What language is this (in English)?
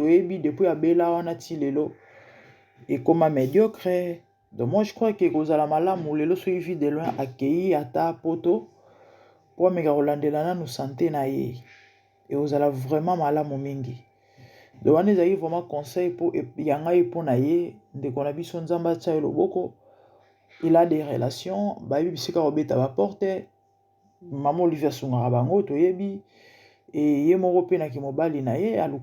Lingala